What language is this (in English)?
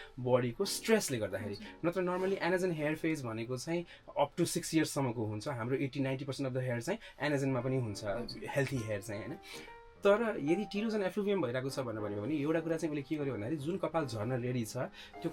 Nepali